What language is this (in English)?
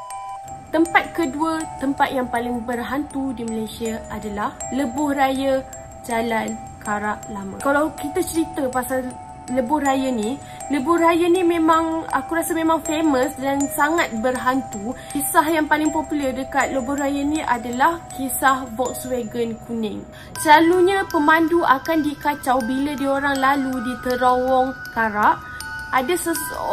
Malay